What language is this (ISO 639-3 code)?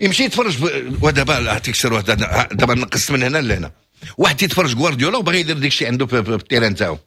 ary